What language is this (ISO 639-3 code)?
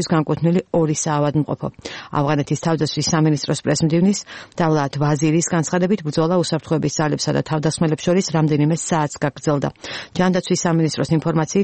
kat